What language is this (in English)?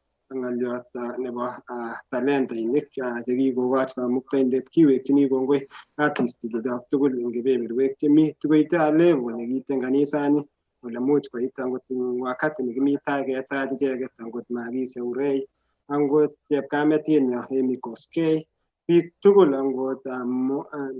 Kalenjin